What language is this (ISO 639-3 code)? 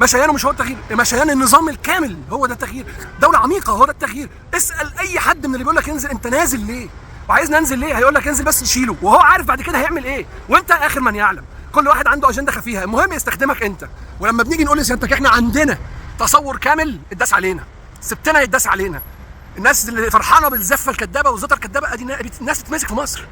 arz